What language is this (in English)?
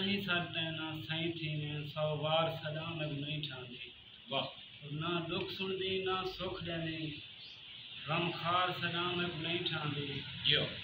Saraiki